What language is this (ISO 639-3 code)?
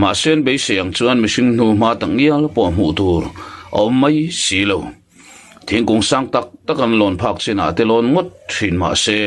lus